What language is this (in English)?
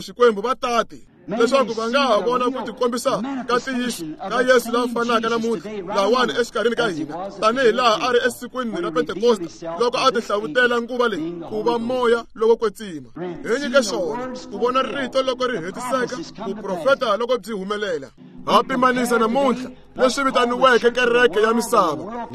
Tsonga